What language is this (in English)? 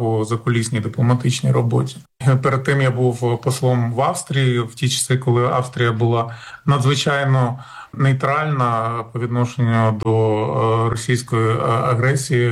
Ukrainian